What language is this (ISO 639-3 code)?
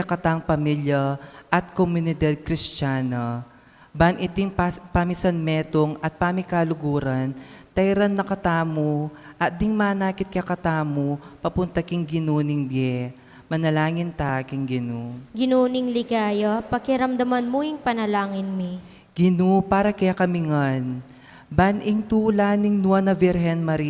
pam